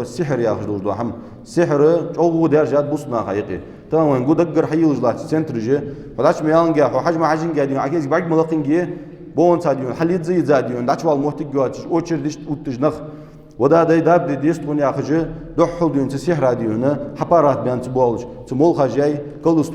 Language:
Ingush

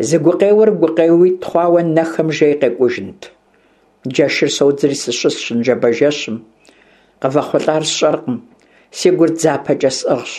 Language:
Kabardian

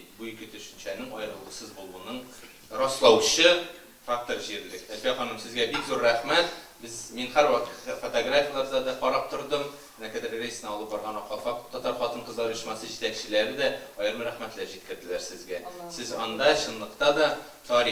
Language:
Tatar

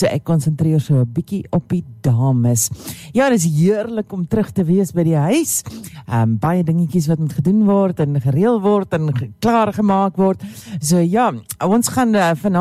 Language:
Afrikaans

